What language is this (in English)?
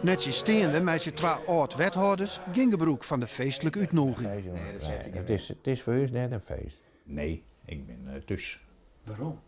Western Frisian